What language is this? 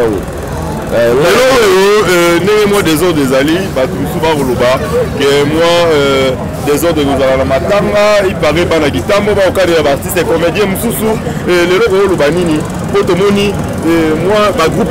Lingala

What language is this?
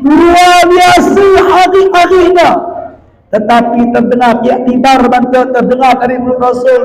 Batak Alas-Kluet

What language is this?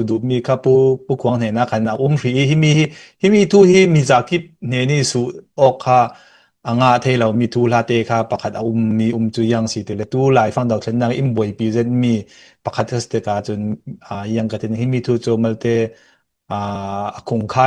Falam Chin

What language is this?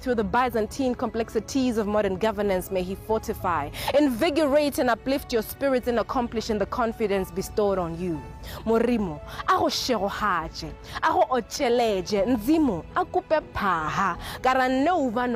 Tswana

